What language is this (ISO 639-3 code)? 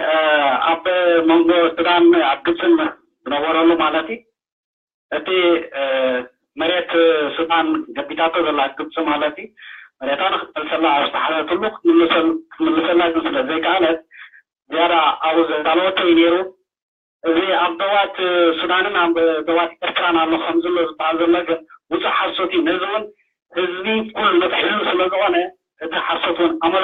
tir